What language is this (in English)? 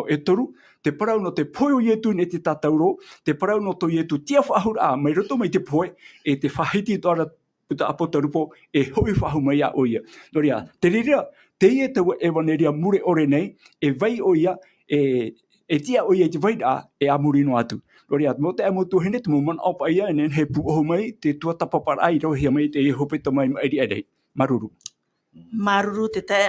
Tahitian